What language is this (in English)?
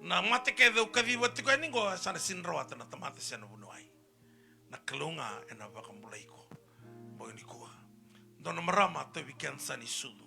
Fijian